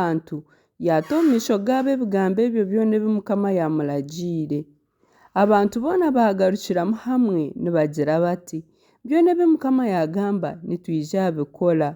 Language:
Nyankole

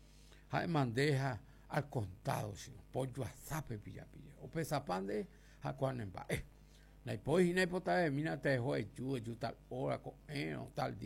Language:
Guarani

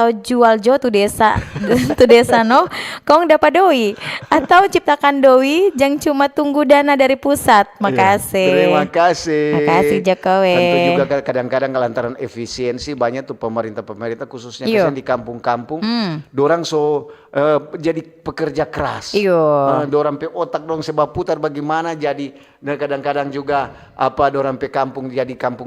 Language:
Manado Malay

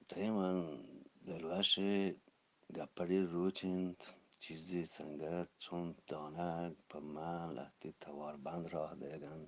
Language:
Eastern Balochi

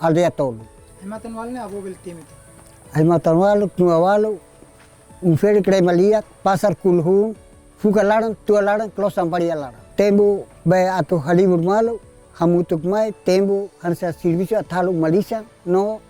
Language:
Tetum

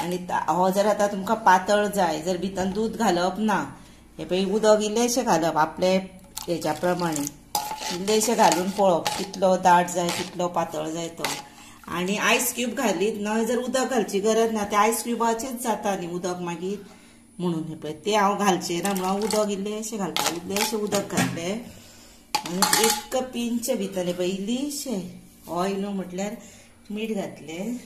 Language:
Konkani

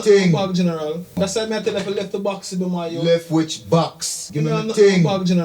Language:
Jamaican Creole English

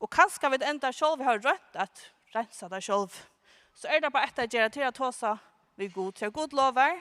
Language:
Faroese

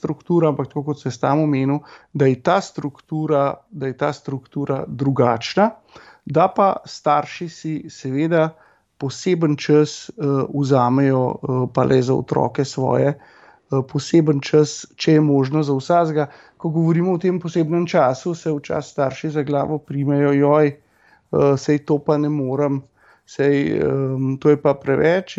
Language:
Slovenian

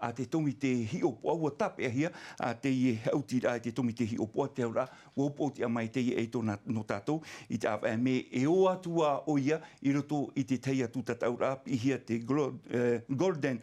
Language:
Tahitian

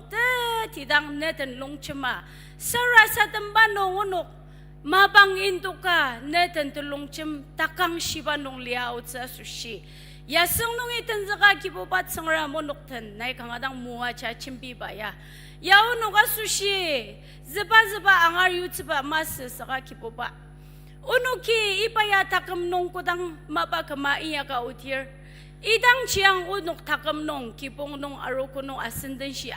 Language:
Ao Naga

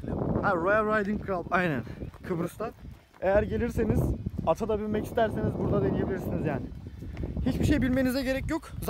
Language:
Turkish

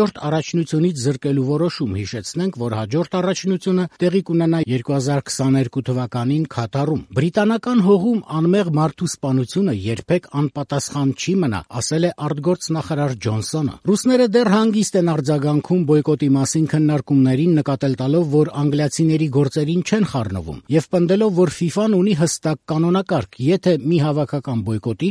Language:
Armenian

